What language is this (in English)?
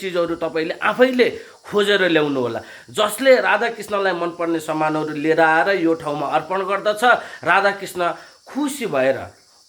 Nepali